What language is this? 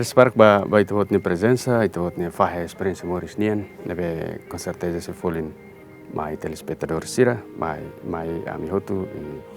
Tetum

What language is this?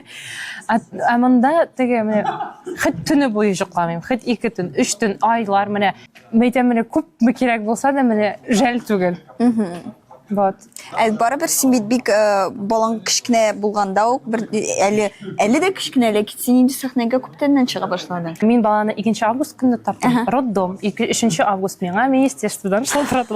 Tatar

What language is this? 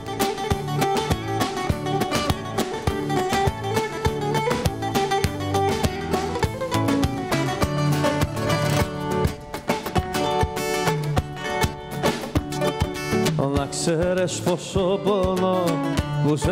Greek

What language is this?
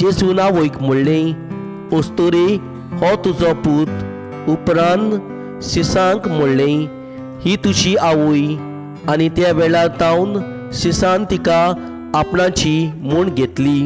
Konkani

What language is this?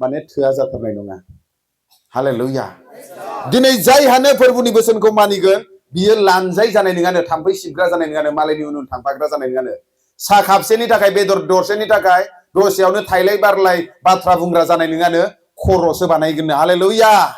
Bodo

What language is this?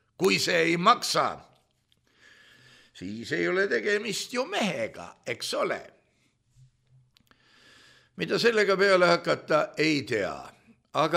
Estonian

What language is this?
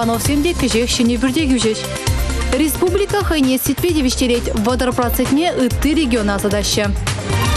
Chuvash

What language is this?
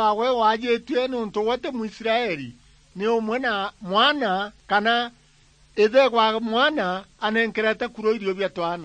Meru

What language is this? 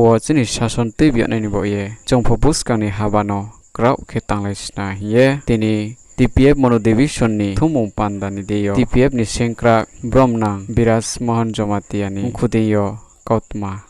Riang (India)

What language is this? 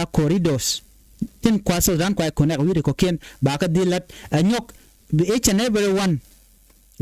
Nuer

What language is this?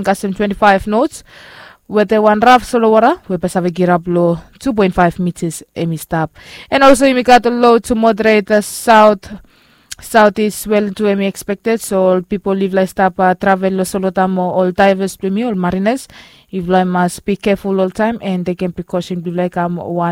Bislama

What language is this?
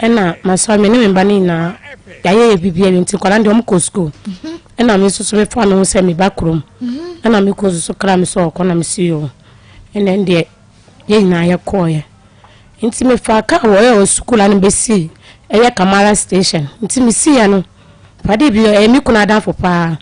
Akan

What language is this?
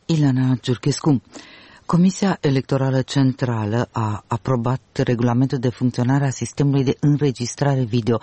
Romanian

